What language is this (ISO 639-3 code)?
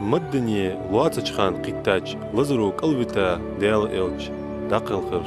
inh